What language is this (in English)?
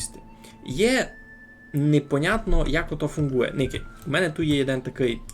Rusyn